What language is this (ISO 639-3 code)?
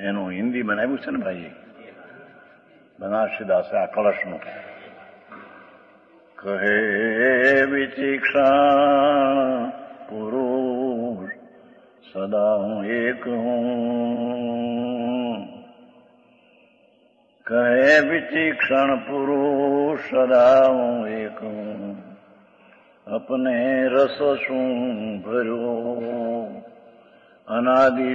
guj